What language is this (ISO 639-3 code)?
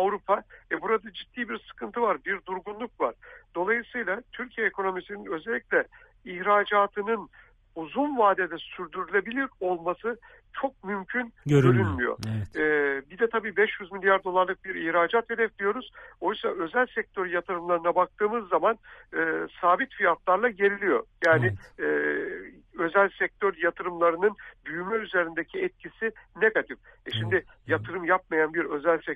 tur